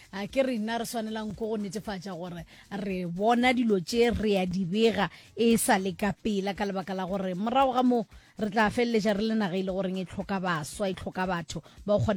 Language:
Northern Sotho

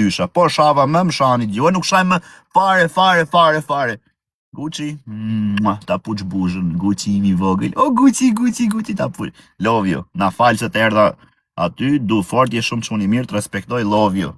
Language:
Albanian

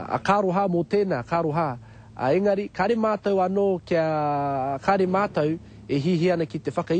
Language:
Māori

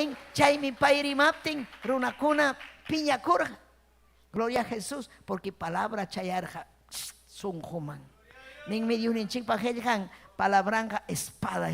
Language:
Ayacucho Quechua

